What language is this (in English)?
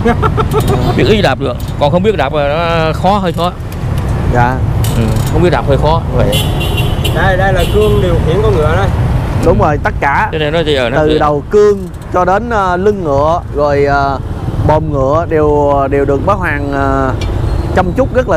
Vietnamese